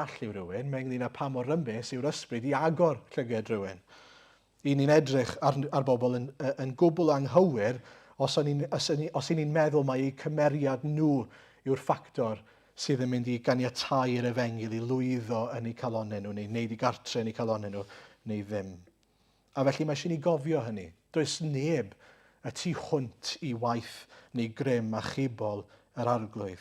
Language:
Welsh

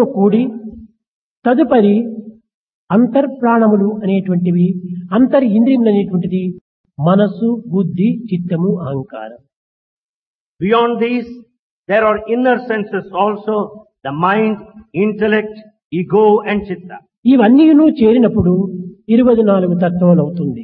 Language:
Telugu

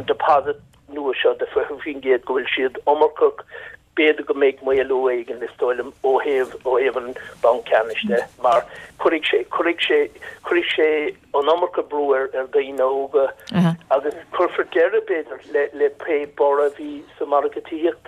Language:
Irish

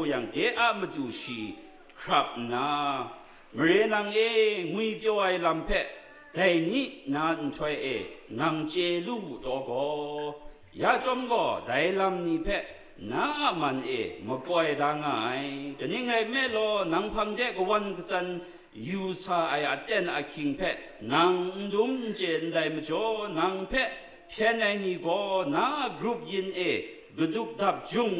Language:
Kachin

